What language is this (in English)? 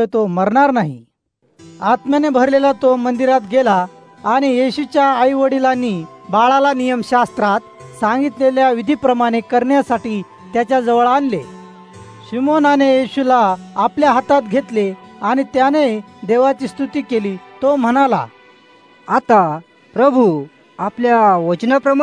Marathi